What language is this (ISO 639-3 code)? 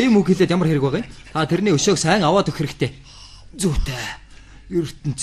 mon